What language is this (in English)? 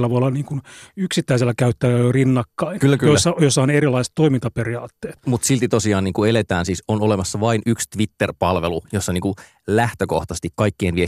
Finnish